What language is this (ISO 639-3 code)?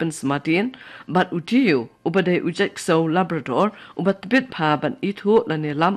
kha